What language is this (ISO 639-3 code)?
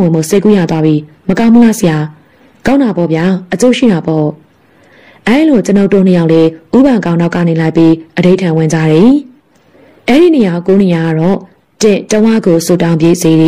mya